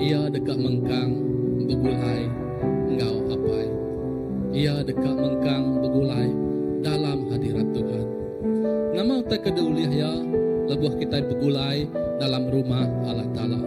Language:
Iban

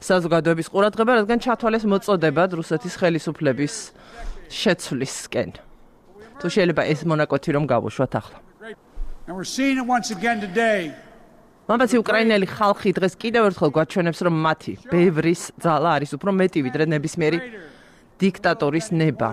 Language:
Georgian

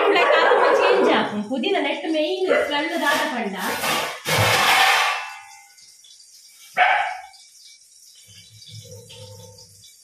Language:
Tulu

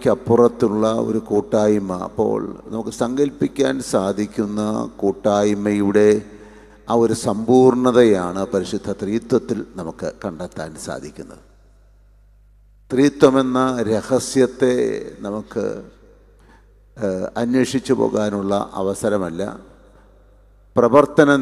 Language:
Malayalam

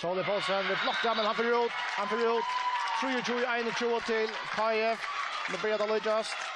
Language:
Faroese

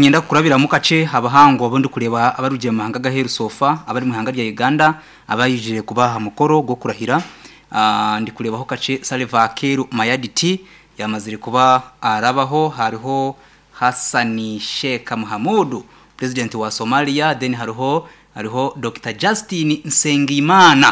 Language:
Nyankole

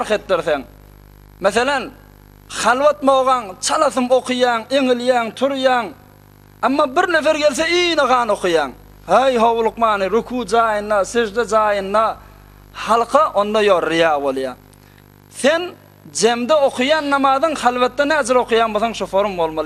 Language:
Turkmen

